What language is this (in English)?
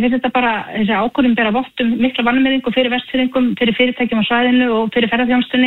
Icelandic